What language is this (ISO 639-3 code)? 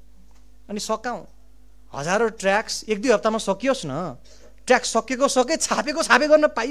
nep